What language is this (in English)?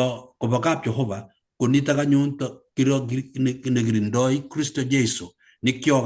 Kalenjin